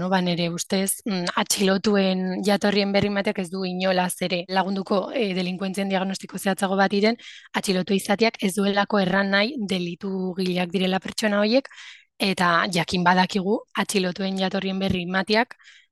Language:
Basque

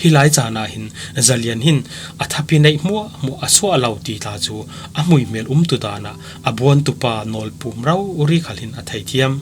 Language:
Falam Chin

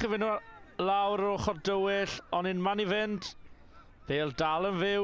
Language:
Welsh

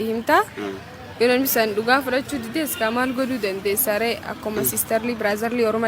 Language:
Oromo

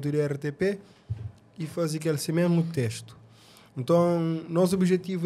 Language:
Kabuverdianu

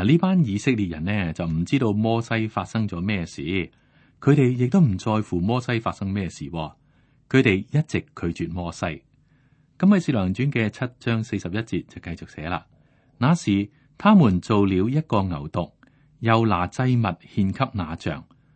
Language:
Cantonese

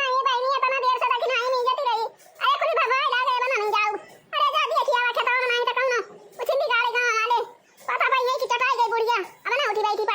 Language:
Awadhi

